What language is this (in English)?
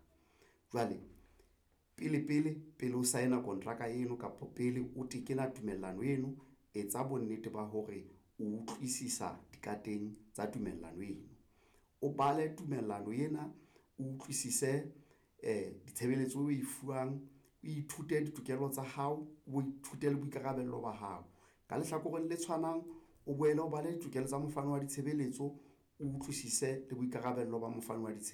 Southern Sotho